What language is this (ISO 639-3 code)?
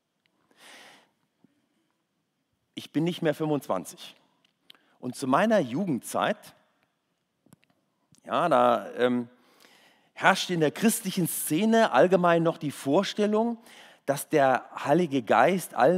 deu